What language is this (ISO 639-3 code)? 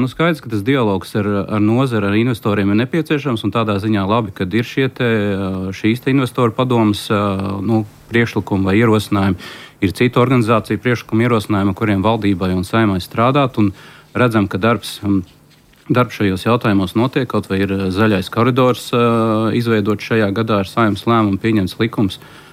lav